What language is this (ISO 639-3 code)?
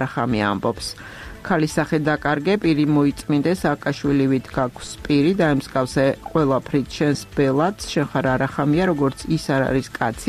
kat